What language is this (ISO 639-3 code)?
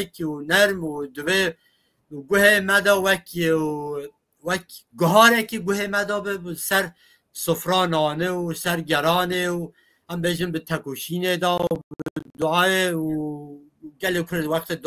kur